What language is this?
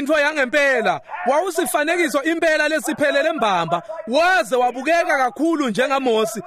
Swati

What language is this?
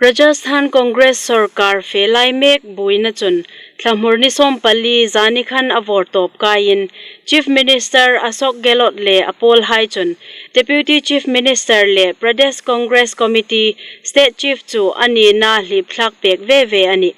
Hmar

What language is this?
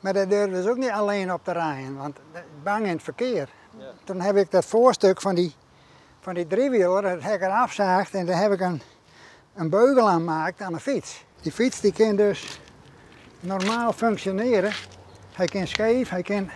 Western Frisian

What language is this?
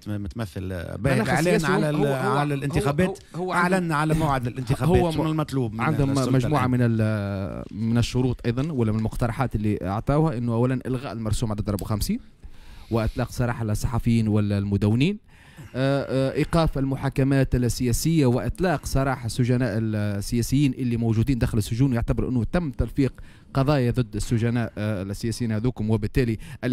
Tunisian Arabic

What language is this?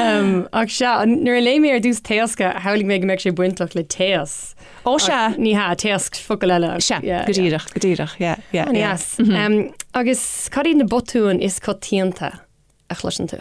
Irish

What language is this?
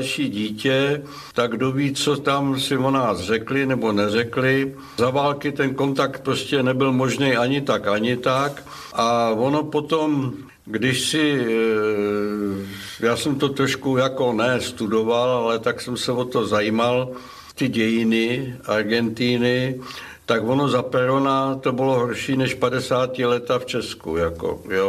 Czech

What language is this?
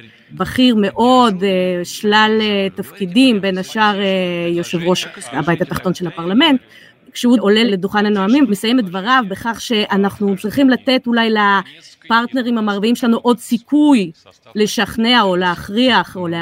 Hebrew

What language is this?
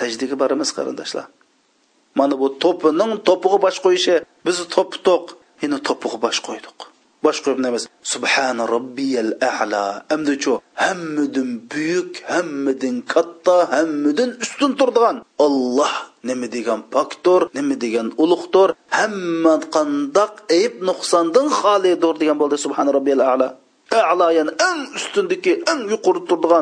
Uyghur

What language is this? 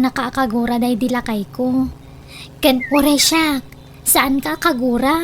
Iloko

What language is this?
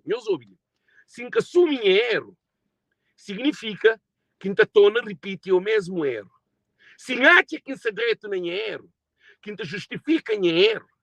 Kabuverdianu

